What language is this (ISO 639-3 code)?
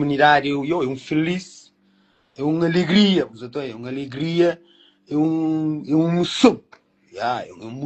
kea